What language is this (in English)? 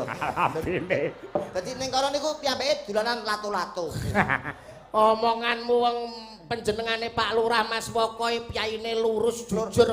Javanese